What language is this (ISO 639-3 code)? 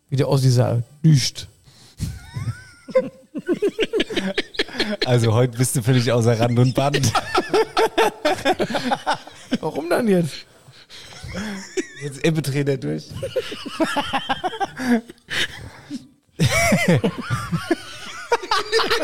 deu